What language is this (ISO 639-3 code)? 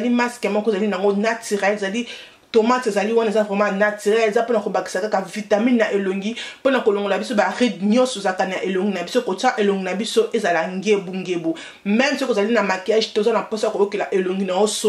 lin